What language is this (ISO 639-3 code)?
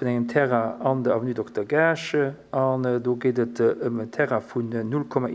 ltz